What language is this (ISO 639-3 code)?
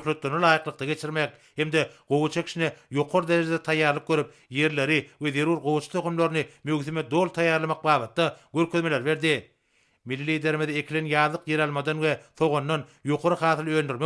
tuk